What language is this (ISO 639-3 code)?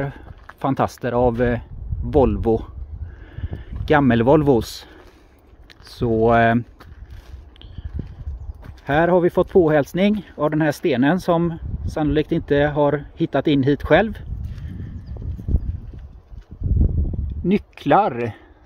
swe